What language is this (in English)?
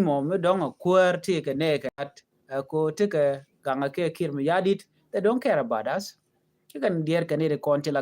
Nuer